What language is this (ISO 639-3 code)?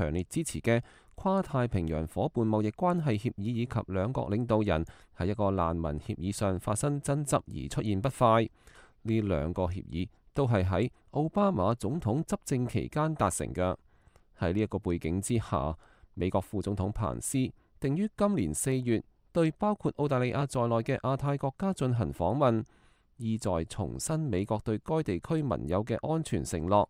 yue